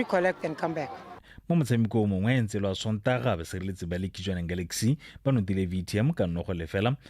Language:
Tswana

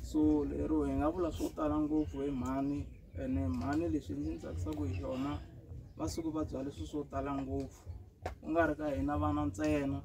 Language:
Tsonga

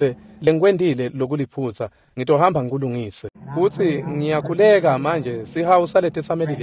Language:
Swati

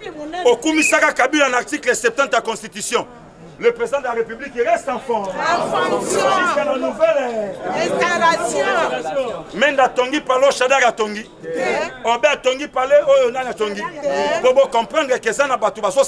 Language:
Lingala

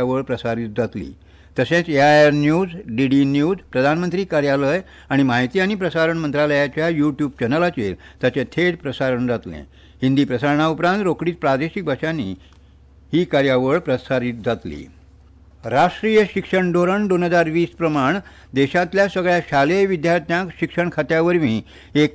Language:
Konkani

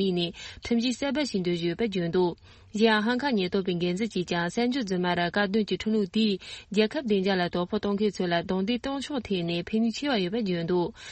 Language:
Tibetan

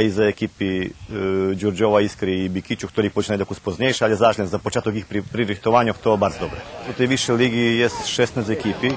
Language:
Rusyn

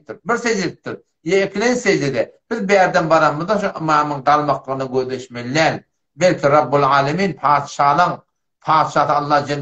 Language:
Turkmen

